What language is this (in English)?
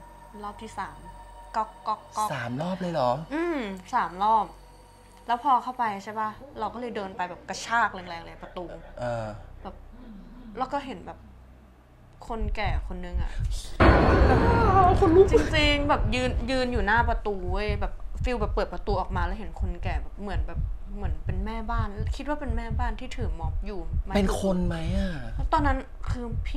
Thai